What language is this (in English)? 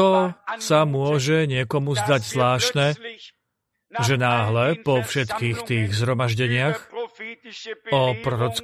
Slovak